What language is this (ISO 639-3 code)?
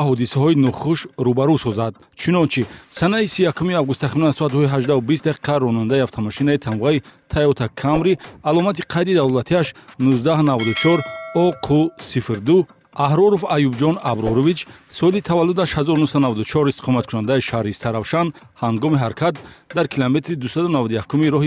tgk